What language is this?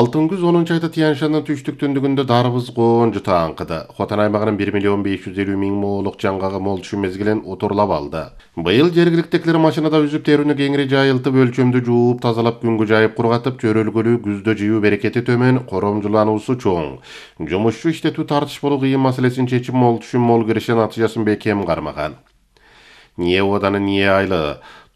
Kyrgyz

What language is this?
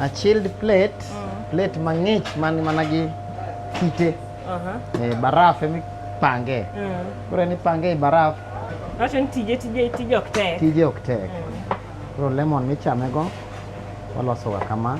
Luo (Kenya and Tanzania)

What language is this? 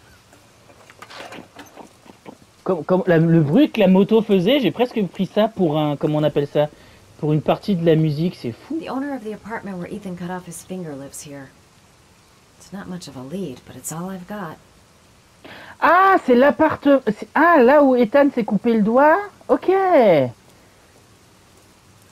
French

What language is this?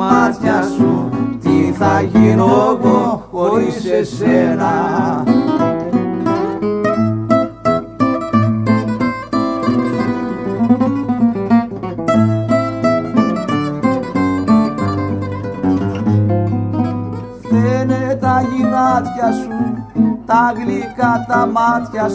Greek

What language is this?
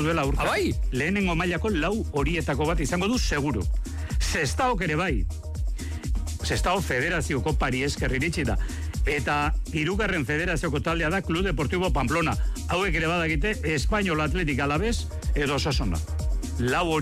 Basque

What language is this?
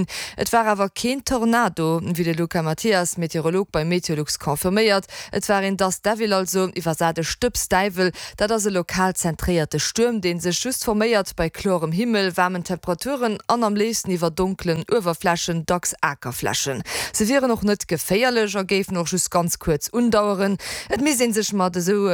Luxembourgish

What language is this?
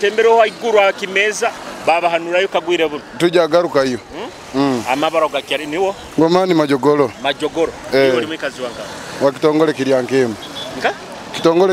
Nyoro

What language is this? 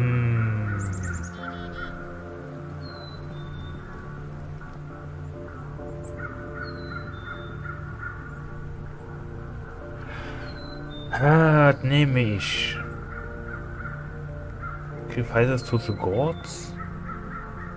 German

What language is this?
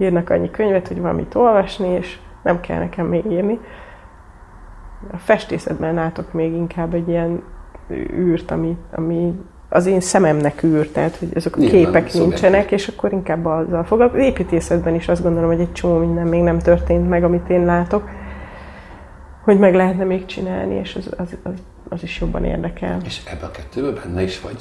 Hungarian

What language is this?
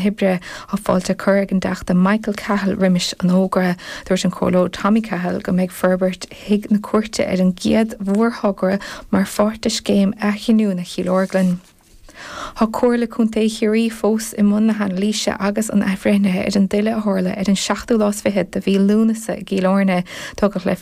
Irish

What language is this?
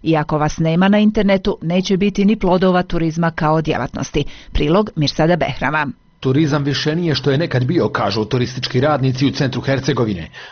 Bosnian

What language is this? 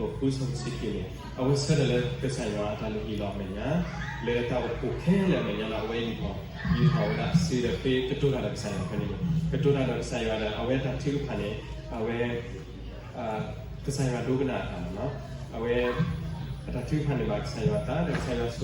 S'gaw Karen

